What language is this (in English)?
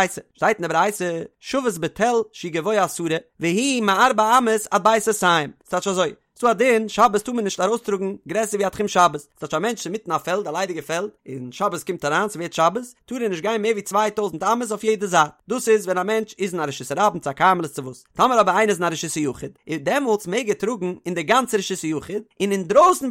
Yiddish